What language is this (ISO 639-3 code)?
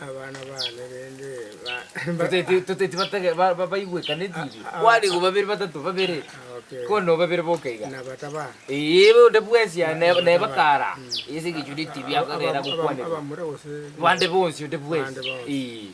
guz